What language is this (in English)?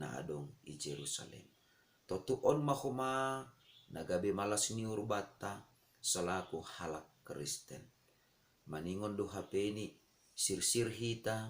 Batak Simalungun